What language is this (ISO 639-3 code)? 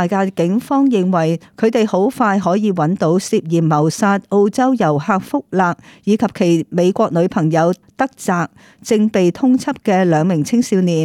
yue